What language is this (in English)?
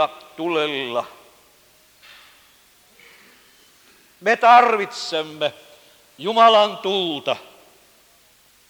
Finnish